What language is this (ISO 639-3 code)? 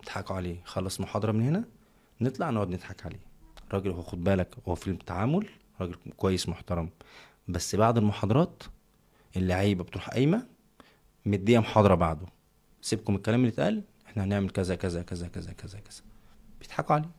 arz